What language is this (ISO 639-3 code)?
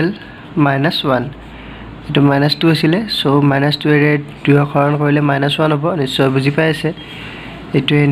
asm